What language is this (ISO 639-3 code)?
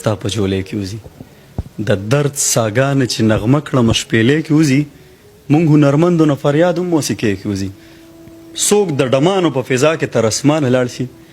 pus